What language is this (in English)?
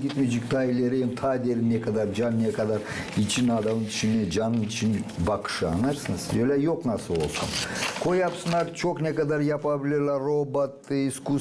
Gagauz